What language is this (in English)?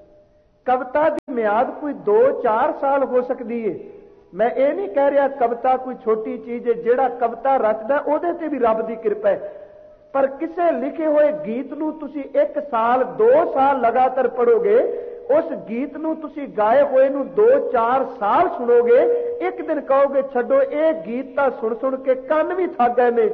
Punjabi